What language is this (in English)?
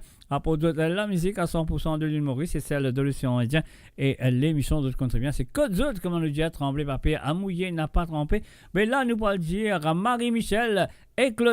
Morisyen